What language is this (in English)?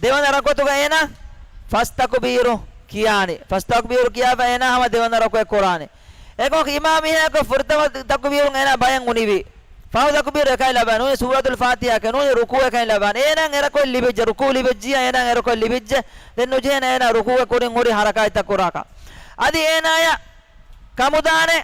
Divehi